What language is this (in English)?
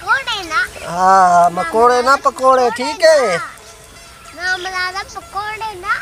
Saraiki